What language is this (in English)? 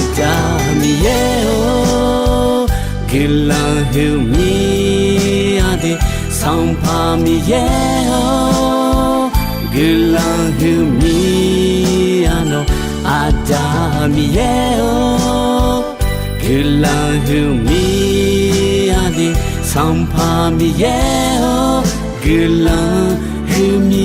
Akha